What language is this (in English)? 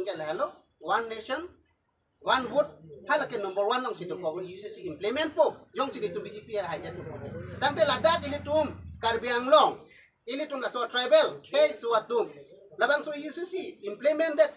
Karbi